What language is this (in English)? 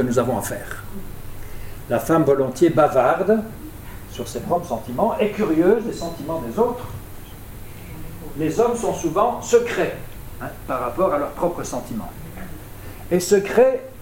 French